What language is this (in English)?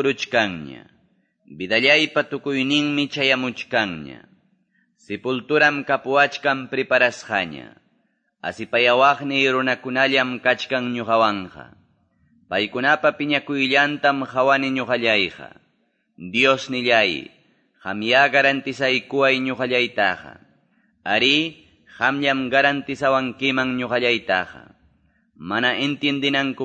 Quechua